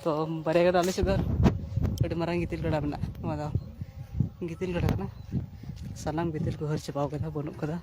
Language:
Santali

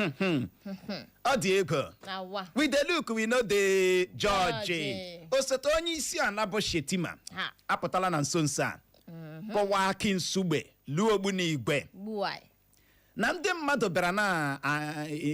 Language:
Igbo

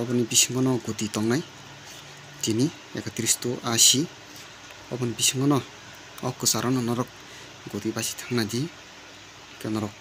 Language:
Kok Borok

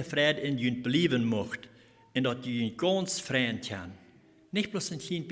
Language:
Plautdietsch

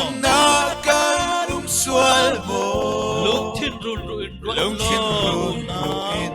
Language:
Falam Chin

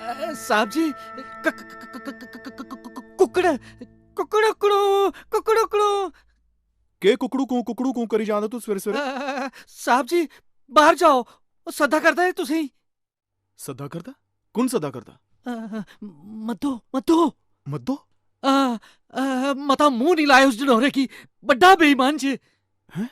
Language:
Dogri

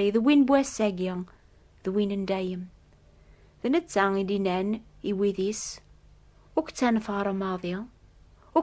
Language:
Kabyle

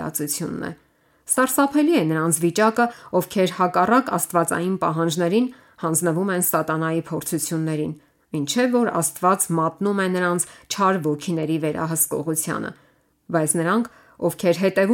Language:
Armenian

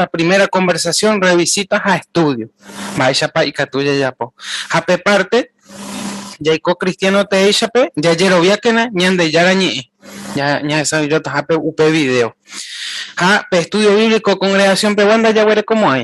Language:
Guarani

